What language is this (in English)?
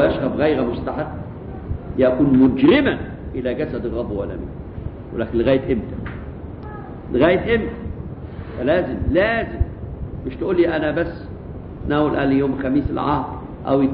Egyptian Arabic